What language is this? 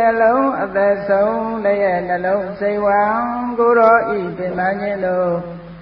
Burmese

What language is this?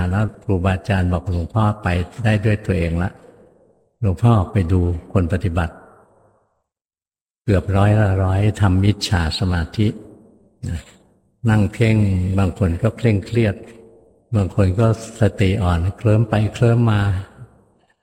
Thai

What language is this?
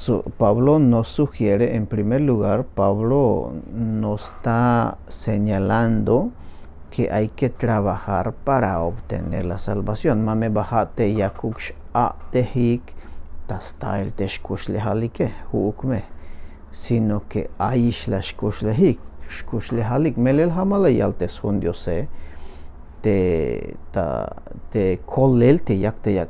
Tzeltal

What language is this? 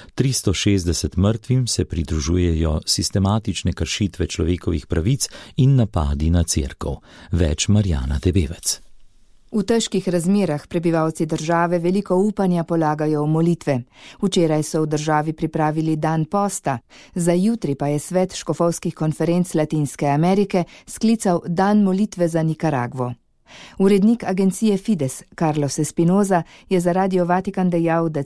Slovenian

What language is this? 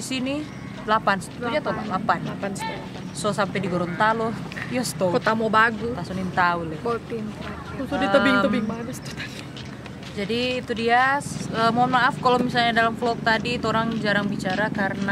Manado Malay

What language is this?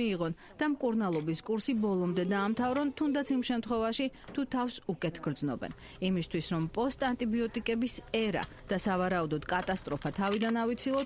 Georgian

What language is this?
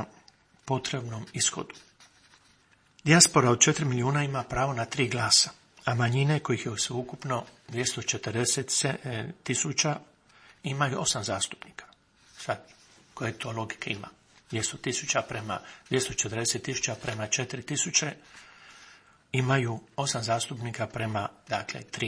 Croatian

